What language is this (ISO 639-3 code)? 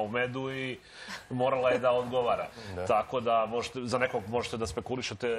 srp